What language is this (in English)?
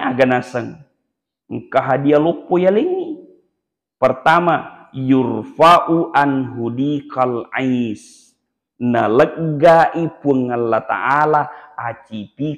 Buginese